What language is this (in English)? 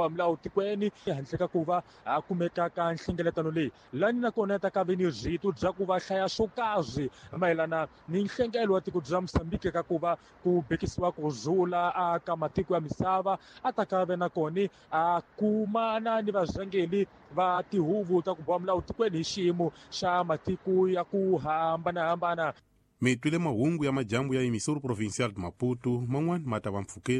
Tsonga